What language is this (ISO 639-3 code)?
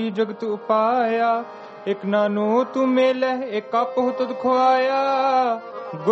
pan